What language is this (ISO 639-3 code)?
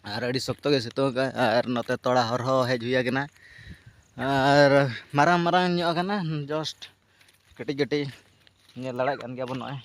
sat